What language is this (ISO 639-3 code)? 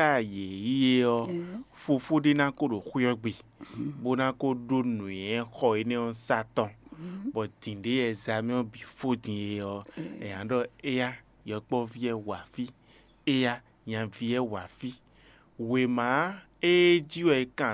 fon